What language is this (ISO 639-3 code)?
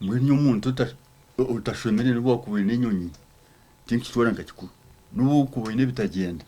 nyn